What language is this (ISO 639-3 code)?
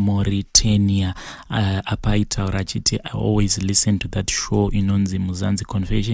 sna